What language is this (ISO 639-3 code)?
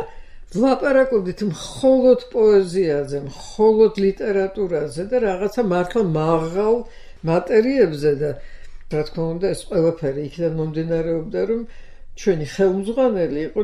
kat